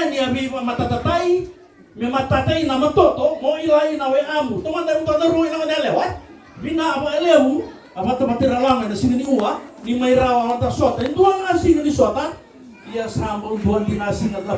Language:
Fijian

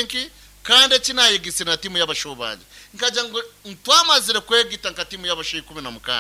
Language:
Nyankole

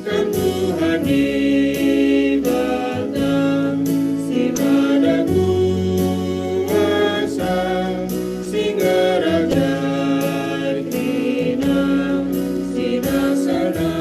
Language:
Batak Karo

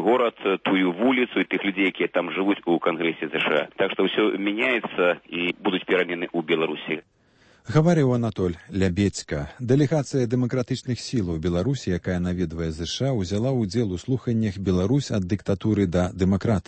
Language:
Belarusian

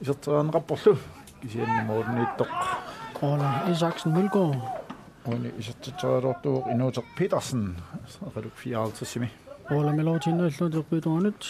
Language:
Kalaallisut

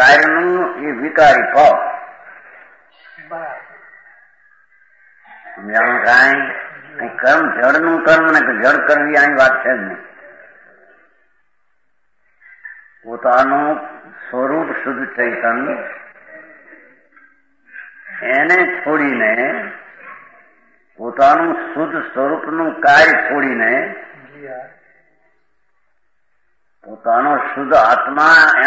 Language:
Gujarati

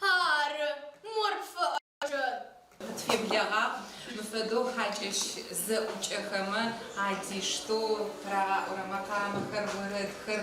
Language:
Adyghe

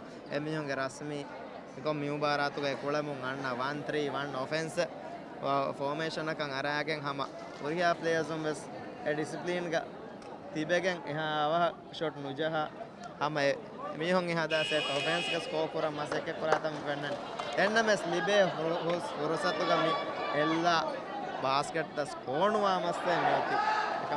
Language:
Divehi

